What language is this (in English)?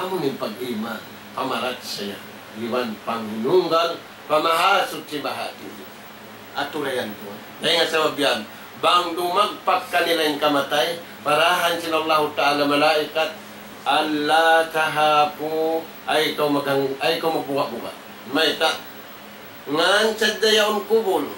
Tausug